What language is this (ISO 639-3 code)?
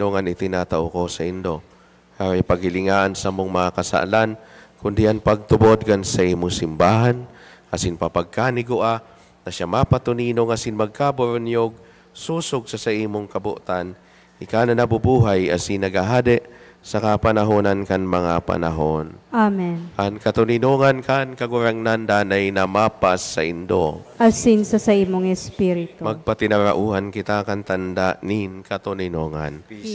bik